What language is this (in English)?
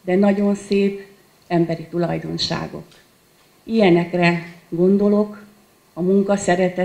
Hungarian